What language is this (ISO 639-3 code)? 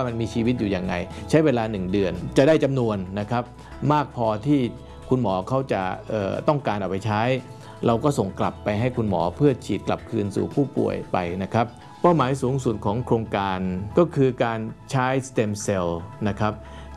tha